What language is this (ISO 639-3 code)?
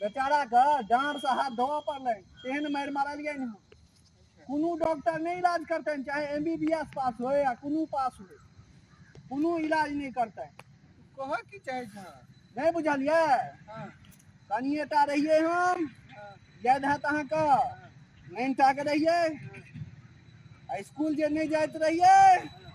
mai